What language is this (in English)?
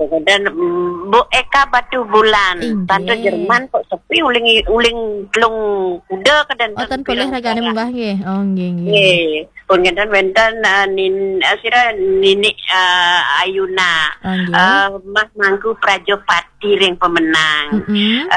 Balinese